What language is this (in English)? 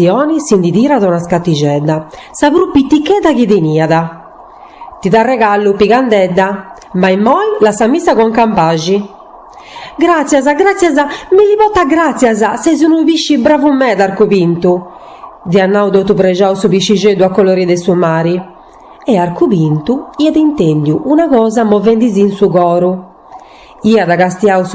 Sardinian